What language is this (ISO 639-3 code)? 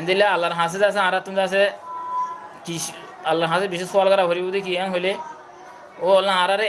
rhg